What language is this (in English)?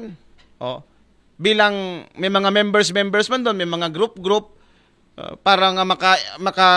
Aklanon